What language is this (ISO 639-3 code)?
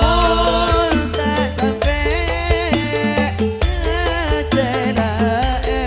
mad